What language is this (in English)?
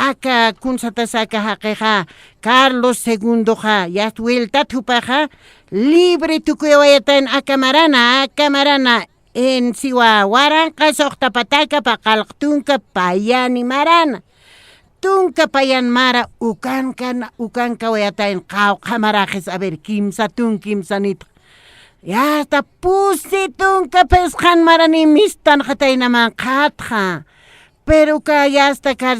Aymara